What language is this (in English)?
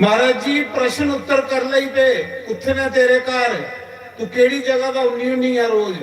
Dogri